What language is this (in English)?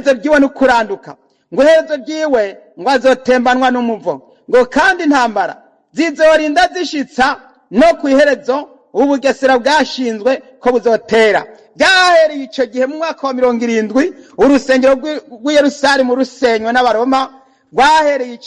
Rundi